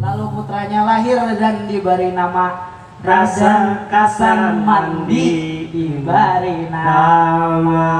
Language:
Banjar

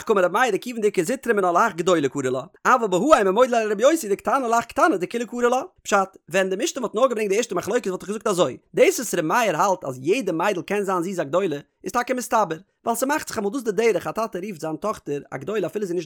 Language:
Yiddish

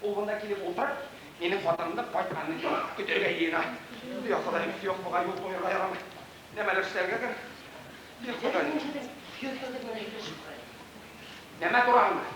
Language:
Bashkir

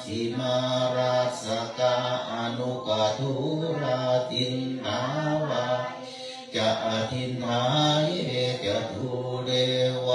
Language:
Pali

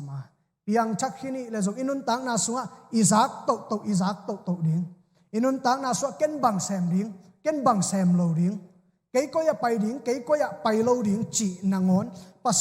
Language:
Tedim Chin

